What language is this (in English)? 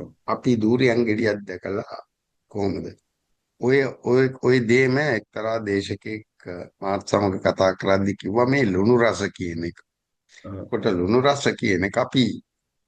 Sinhala